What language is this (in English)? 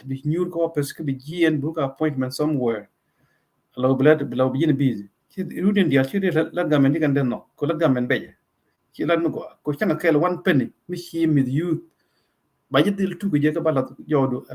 Nuer